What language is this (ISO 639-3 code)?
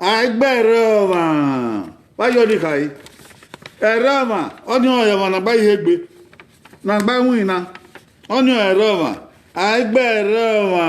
bin